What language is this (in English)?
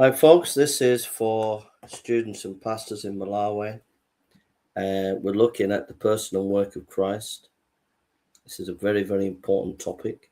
English